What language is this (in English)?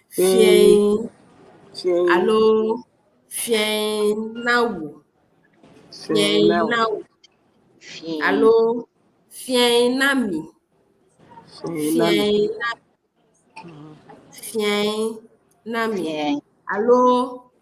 Ewe